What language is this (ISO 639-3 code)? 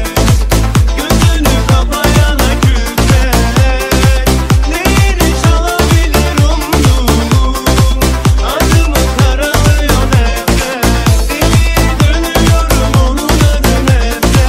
tur